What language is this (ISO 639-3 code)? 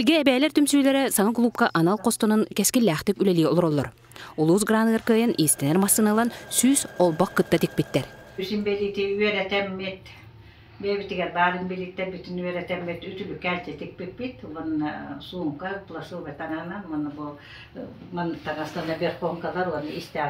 sah